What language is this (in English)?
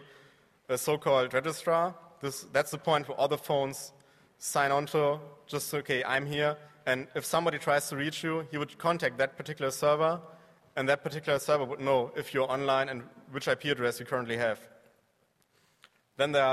English